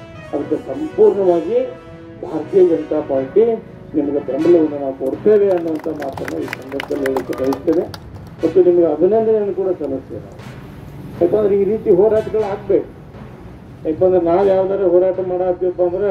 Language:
Kannada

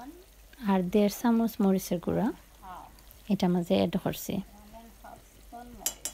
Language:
Sylheti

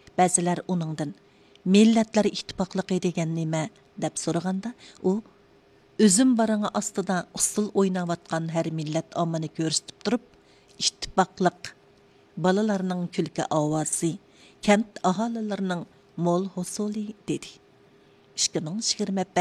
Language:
Uyghur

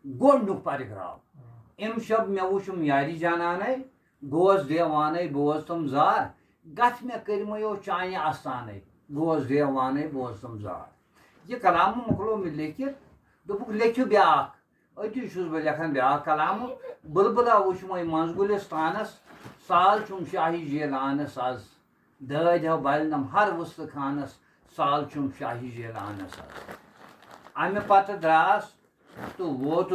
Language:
Kashmiri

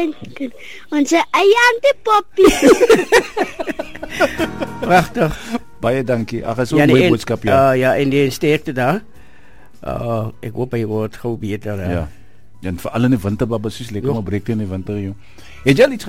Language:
Afrikaans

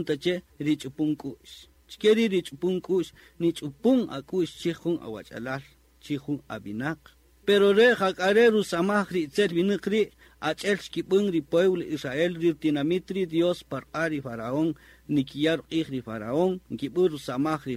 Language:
Kaqchikel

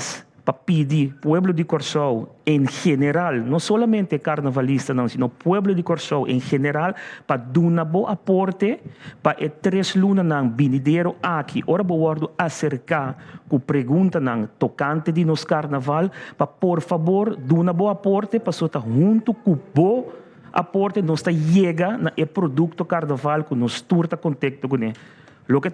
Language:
Papiamento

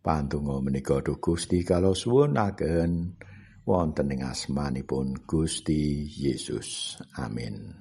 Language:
Javanese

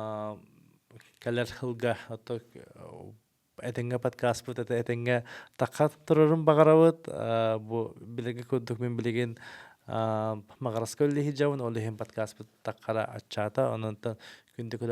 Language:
Yakut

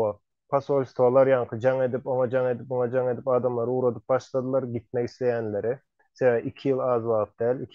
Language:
Turkmen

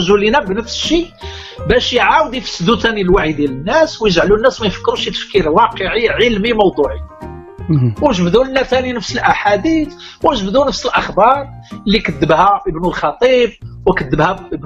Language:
Moroccan Arabic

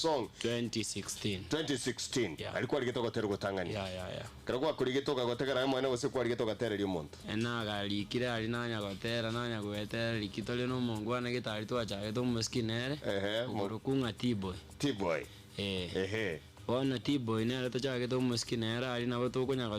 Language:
Gusii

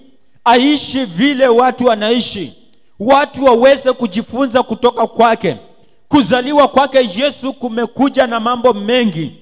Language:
Swahili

